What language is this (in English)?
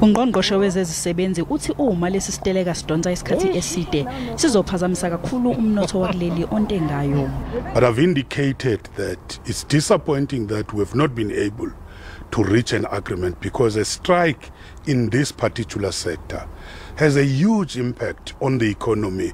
Zulu